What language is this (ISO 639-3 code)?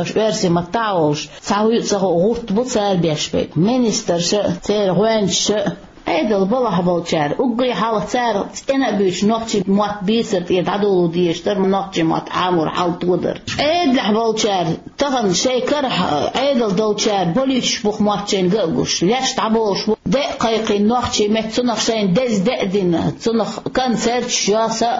che